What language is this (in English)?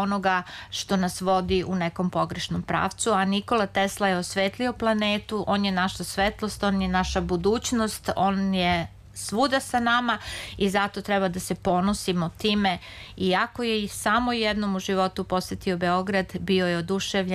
Serbian